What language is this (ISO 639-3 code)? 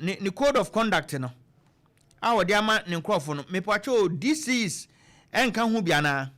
aka